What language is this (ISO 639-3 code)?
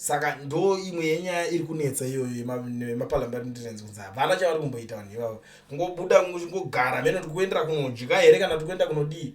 sna